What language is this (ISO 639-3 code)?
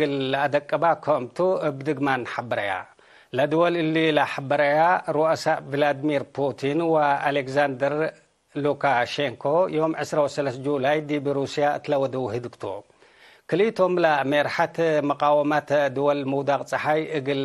tig